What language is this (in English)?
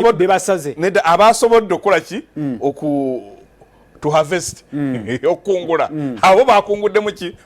Ganda